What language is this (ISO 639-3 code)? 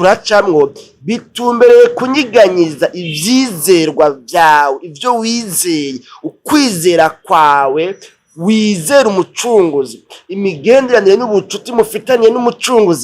run